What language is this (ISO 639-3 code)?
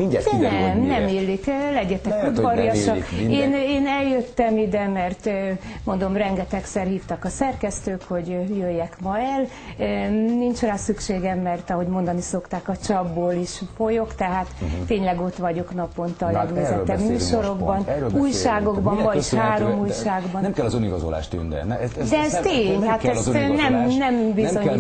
hun